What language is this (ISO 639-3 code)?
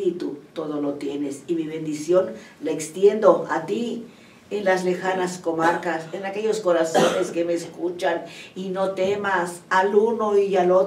spa